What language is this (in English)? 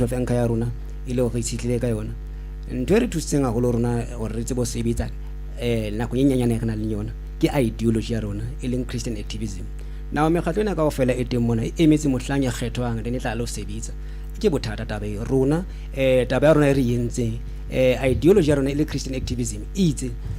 Southern Sotho